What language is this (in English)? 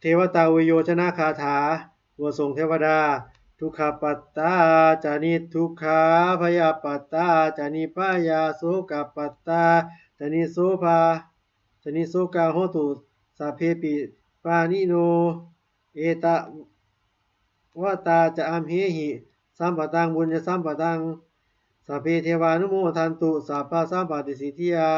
Pali